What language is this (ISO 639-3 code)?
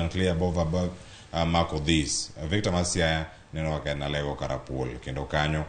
luo